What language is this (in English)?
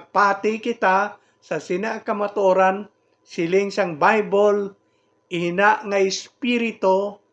Hiligaynon